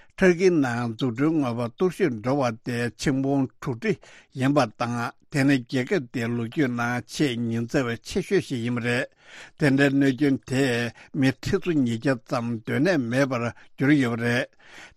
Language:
Tibetan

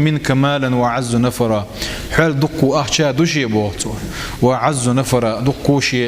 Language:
Chechen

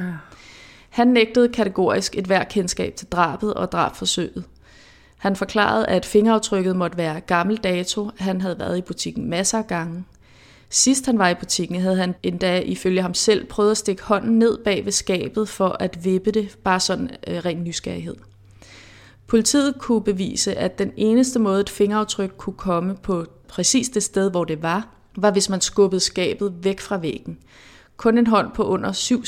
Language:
Danish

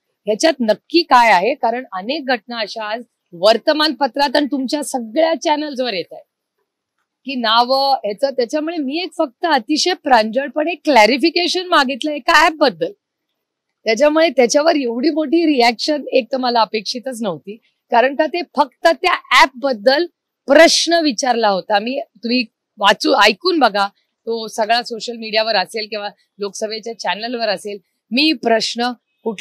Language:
Marathi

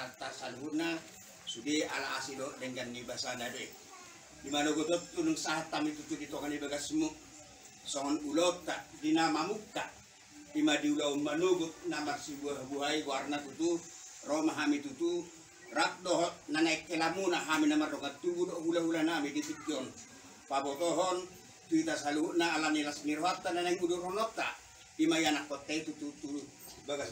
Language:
Batak Toba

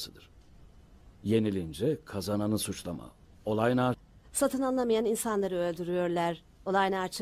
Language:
Turkish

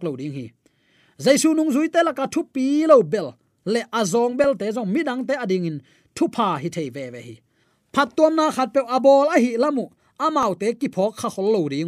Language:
Tedim Chin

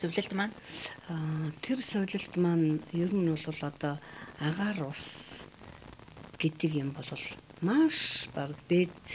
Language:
Mongolian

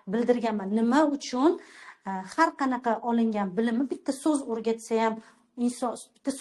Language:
Uzbek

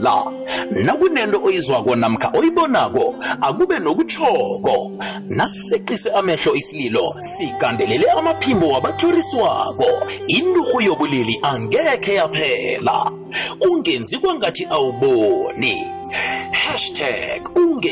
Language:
South Ndebele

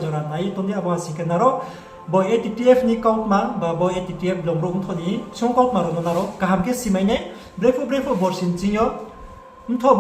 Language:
Riang (India)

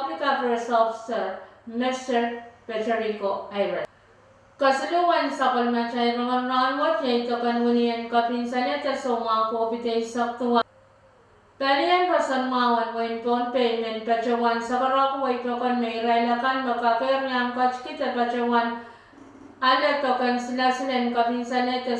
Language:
Pohnpeian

